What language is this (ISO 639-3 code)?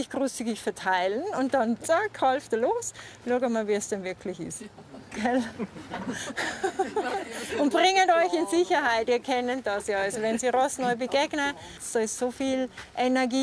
gsw